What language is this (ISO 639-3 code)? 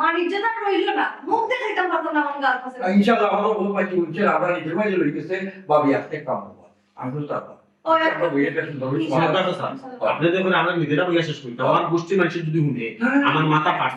syl